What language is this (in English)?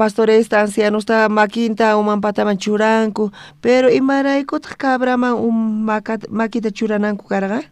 South Bolivian Quechua